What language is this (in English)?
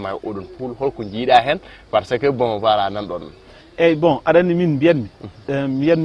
Fula